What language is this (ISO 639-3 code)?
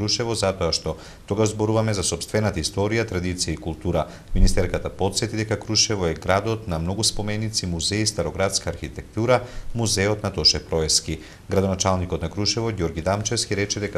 mkd